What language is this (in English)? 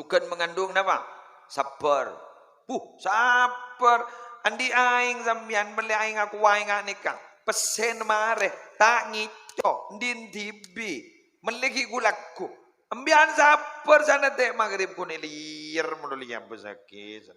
Madurese